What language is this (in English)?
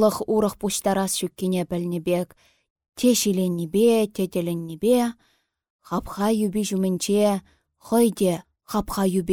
Chuvash